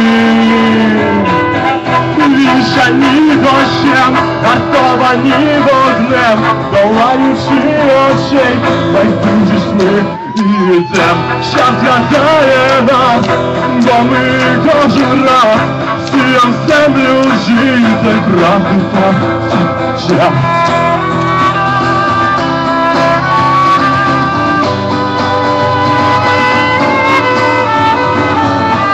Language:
Ukrainian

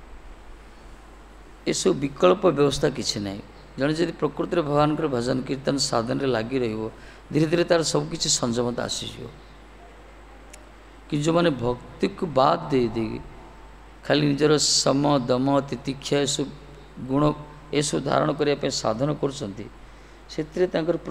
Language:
Odia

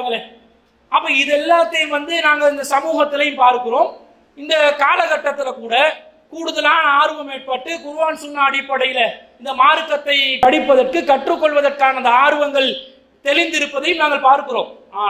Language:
Tamil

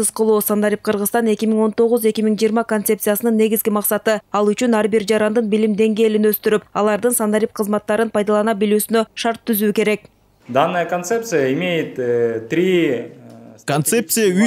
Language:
Kyrgyz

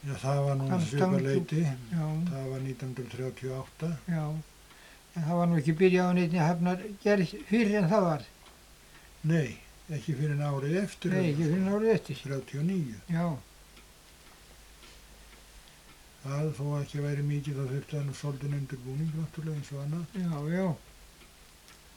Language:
Icelandic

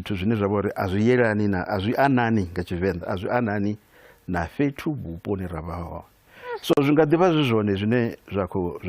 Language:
Venda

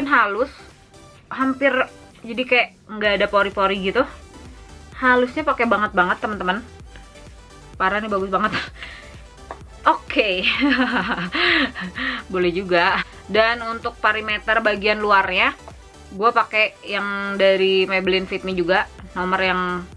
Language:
Indonesian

